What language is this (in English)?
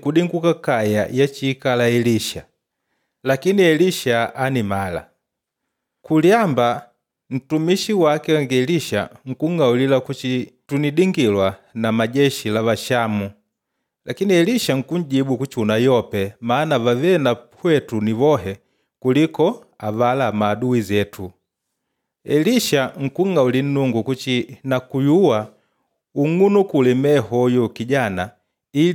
Makonde